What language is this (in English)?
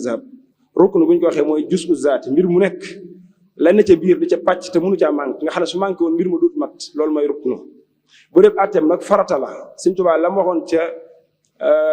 Wolof